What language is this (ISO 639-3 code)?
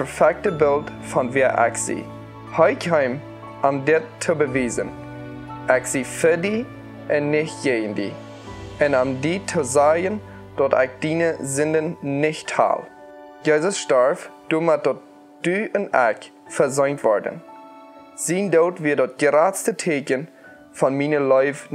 pdt